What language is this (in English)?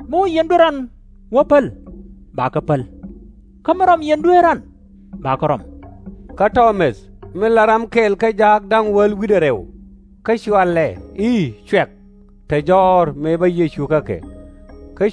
Nuer